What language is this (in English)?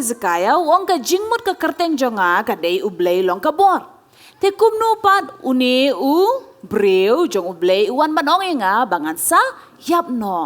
Khasi